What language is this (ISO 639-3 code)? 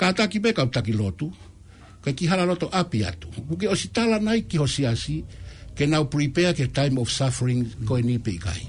ton